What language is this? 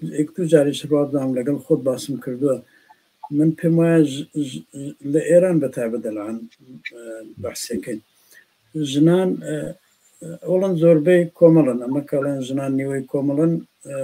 Central Kurdish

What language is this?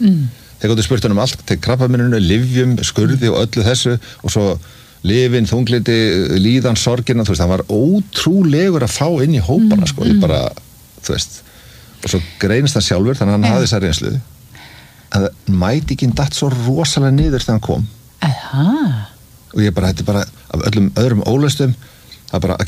Icelandic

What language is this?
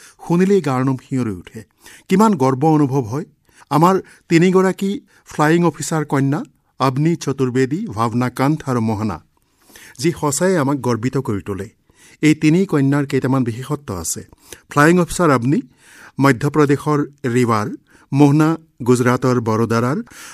Assamese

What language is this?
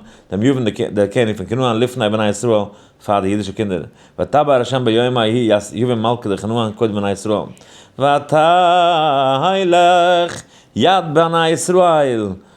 Yiddish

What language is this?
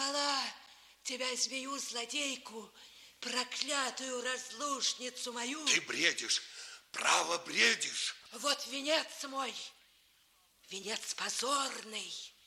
Russian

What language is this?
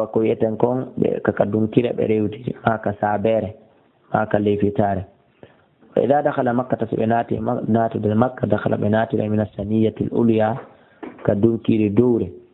Fula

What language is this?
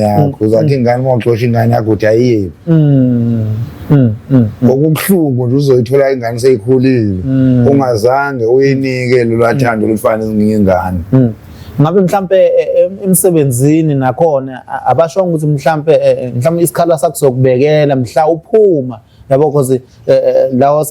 Zulu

